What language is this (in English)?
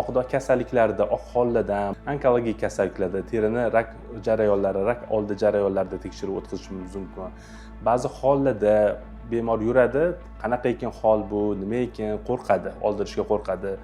Uzbek